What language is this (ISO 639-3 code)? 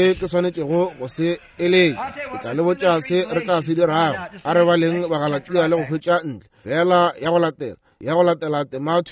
nso